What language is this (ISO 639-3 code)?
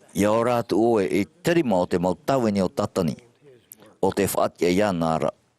tah